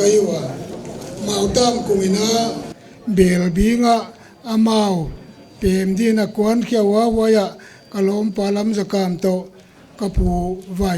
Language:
Paite Chin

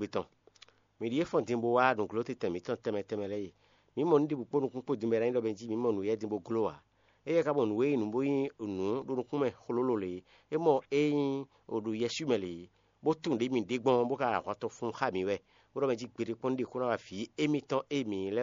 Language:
Fon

